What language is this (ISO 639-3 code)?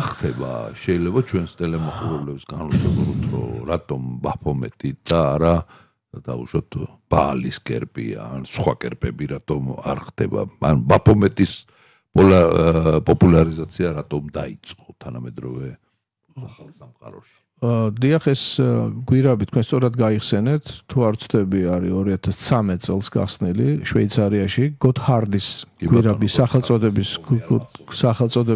kat